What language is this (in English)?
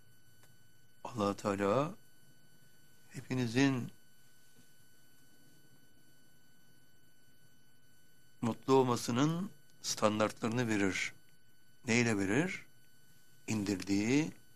Turkish